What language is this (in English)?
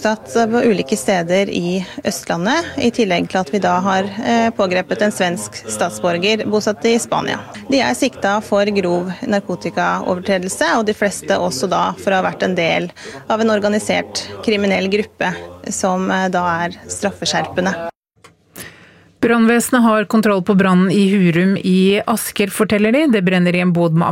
Norwegian